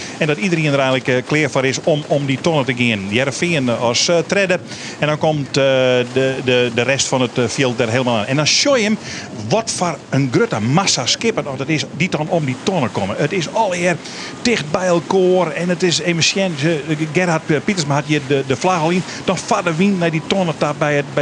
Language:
Western Frisian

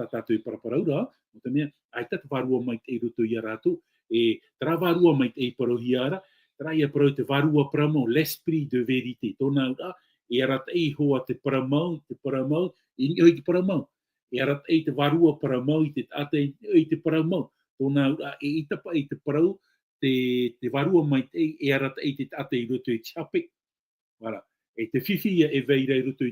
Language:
Tahitian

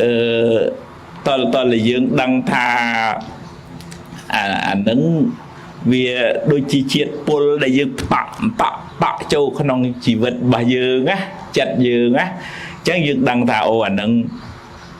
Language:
Khmer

